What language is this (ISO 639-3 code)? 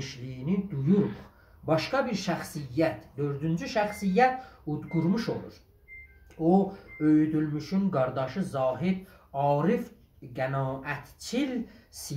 azb